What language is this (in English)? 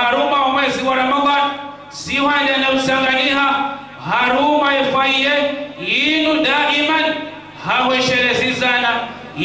Swahili